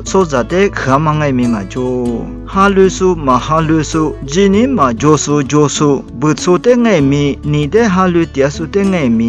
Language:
Lisu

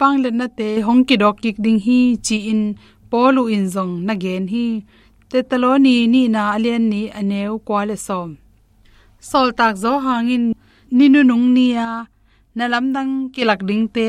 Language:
Tedim Chin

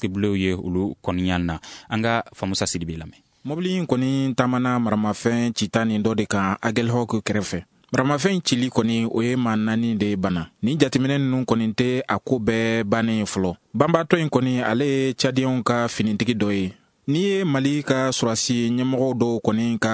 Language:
Bambara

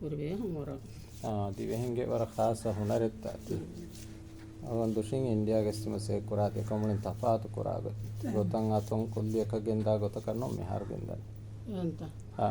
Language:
Divehi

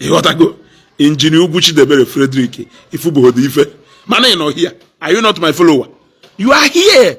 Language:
Igbo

